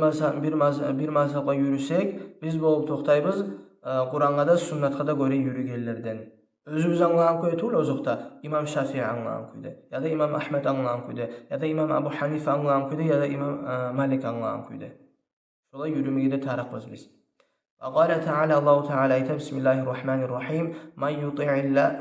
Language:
Kumyk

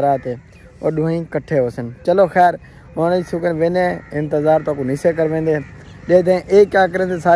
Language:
Saraiki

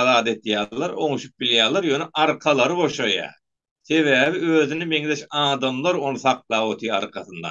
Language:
Turkmen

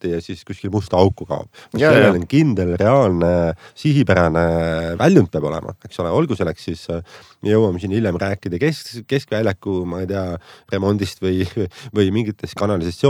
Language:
Estonian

